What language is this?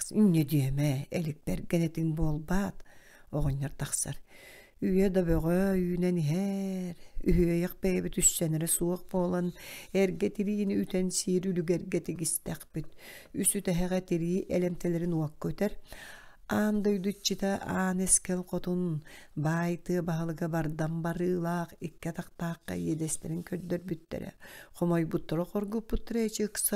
Yakut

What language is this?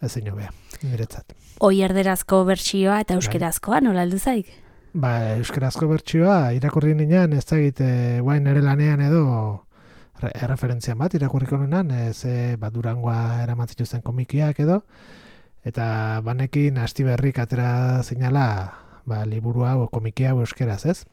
Basque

